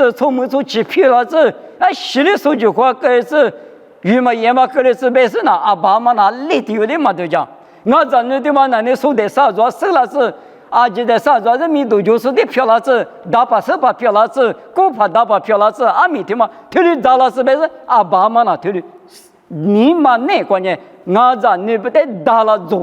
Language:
Lisu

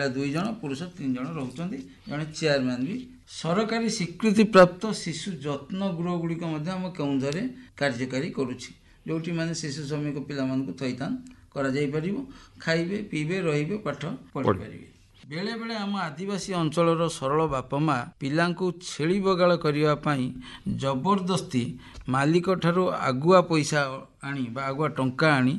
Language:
Odia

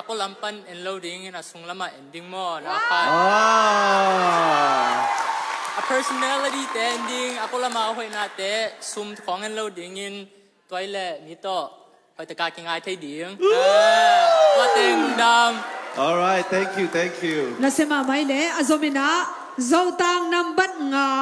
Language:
Tedim Chin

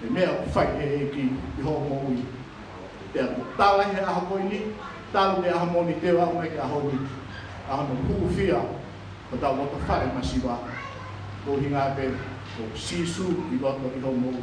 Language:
Tongan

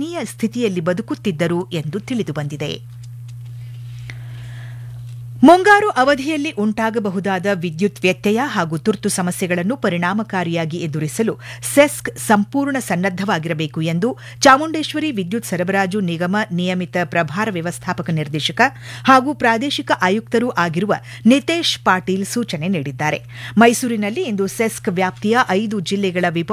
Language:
Kannada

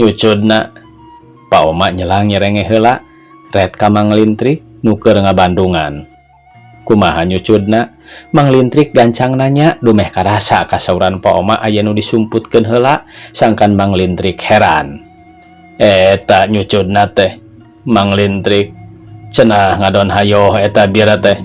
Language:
Sundanese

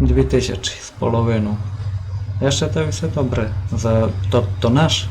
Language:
Rusyn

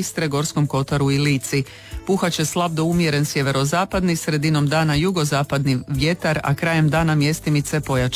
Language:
Croatian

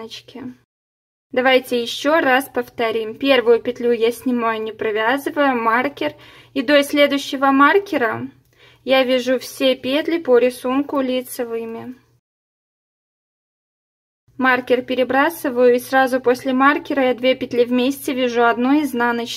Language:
Russian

